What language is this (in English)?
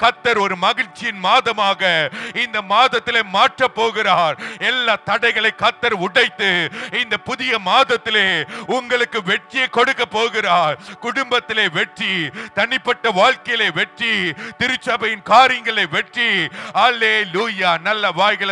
Tamil